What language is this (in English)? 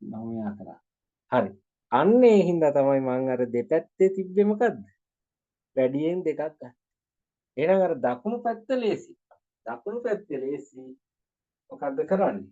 Sinhala